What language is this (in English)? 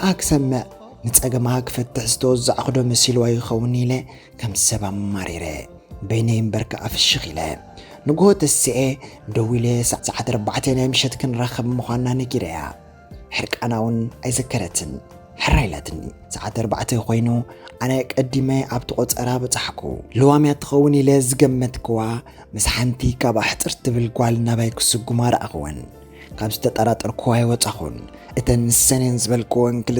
Tigrinya